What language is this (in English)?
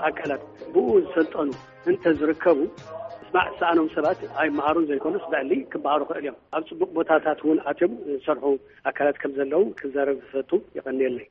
Tigrinya